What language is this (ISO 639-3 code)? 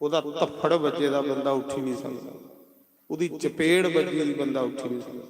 doi